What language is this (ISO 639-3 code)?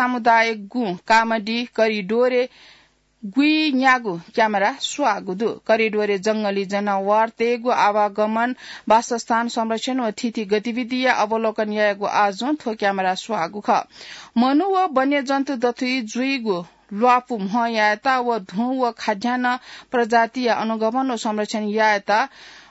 new